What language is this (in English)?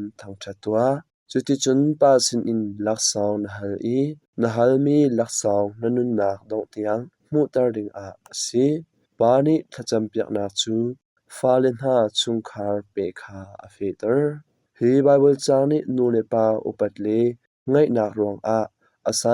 Hakha Chin